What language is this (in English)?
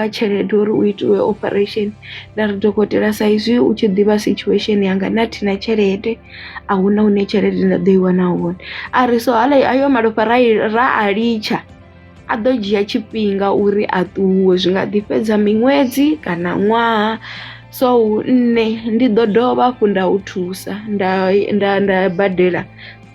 Venda